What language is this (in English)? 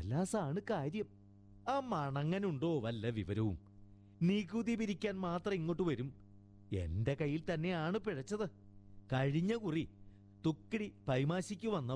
Malayalam